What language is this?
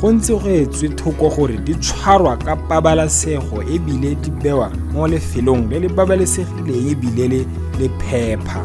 Tswana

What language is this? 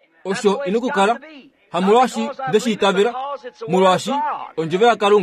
Kuanyama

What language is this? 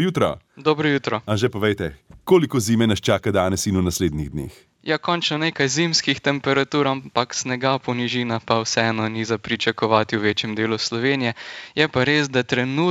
Slovenian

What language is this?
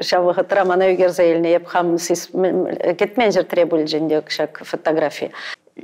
Chuvash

